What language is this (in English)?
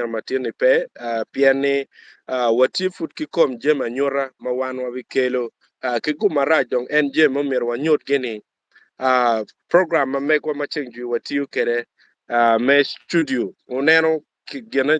Acoli